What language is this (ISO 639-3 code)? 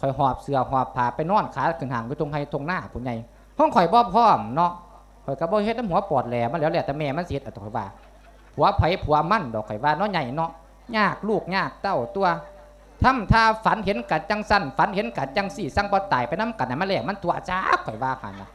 lao